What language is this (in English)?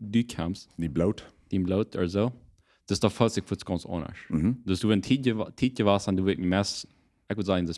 Plautdietsch